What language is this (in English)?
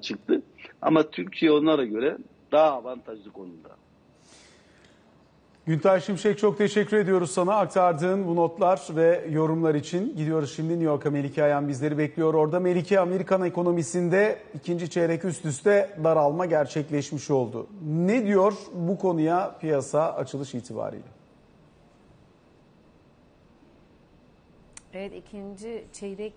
Turkish